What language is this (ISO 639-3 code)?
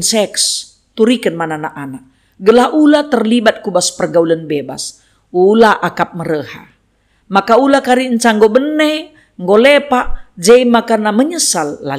btx